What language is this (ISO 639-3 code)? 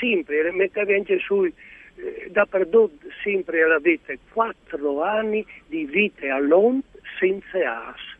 fur